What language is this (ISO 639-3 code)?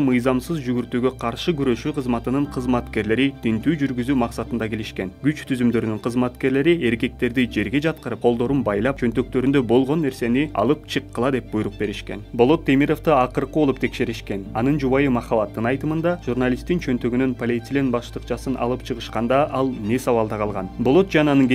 kir